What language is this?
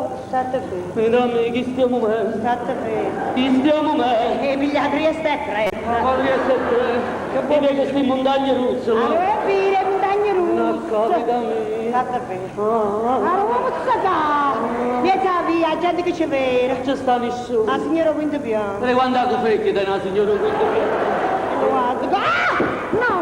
Neapolitan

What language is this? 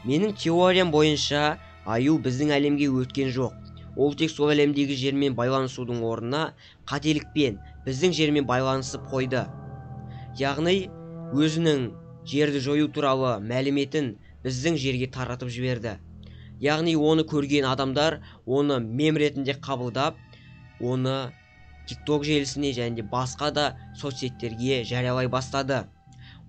Kazakh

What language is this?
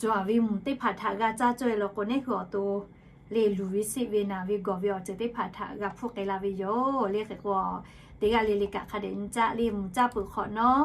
Lahu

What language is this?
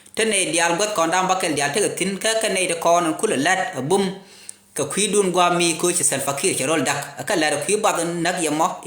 Nuer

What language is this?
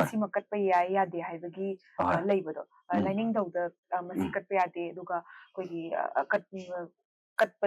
Manipuri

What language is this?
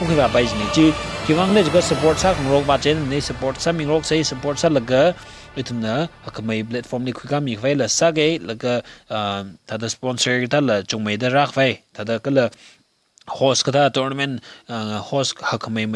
Tangkhul Naga (India)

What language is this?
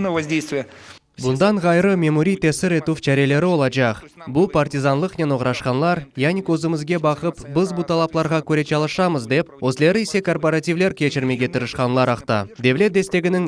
Crimean Tatar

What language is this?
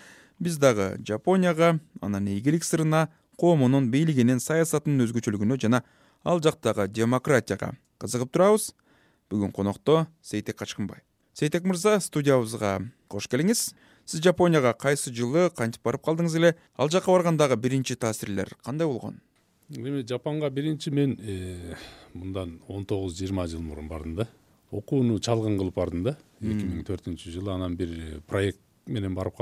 Kyrgyz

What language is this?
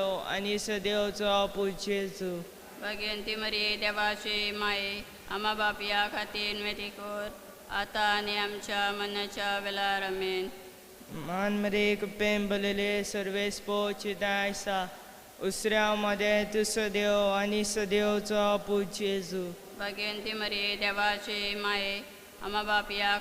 Konkani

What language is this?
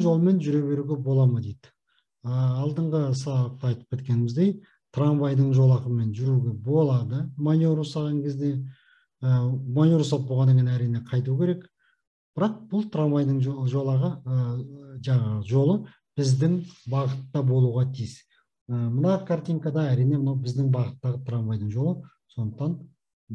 Kazakh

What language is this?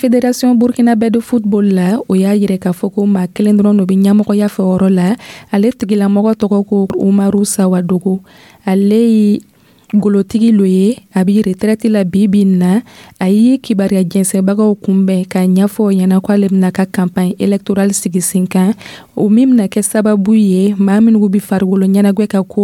Dyula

